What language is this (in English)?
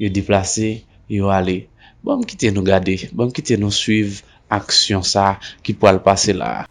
Haitian Creole